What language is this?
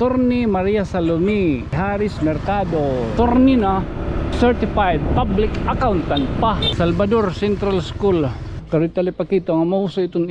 Waray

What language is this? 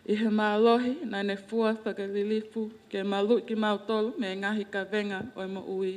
Tongan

